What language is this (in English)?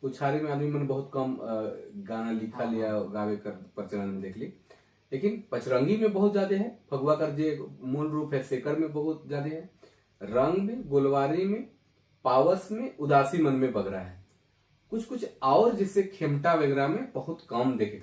Sadri